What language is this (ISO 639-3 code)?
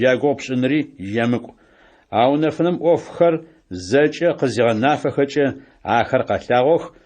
ady